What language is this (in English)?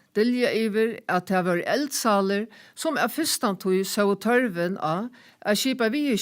Faroese